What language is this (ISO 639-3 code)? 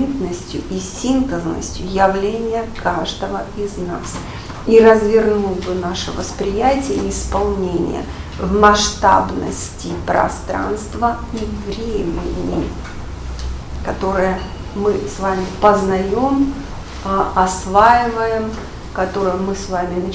rus